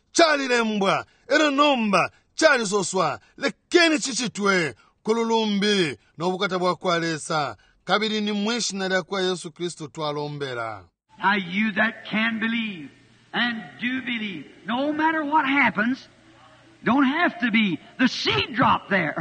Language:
Bemba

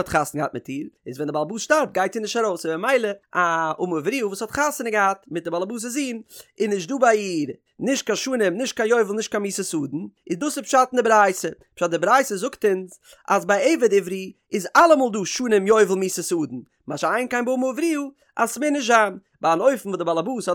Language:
Yiddish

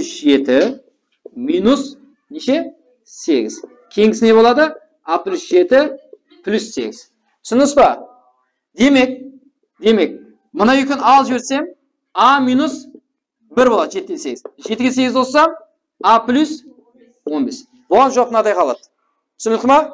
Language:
Kara-Kalpak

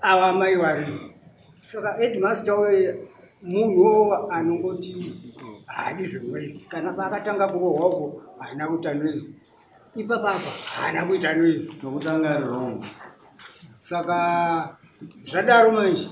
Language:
Shona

